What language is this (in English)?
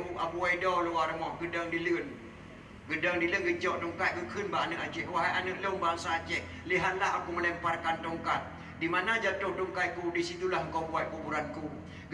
Achinese